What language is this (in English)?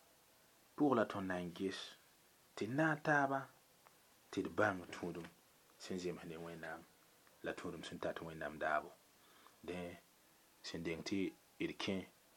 Mossi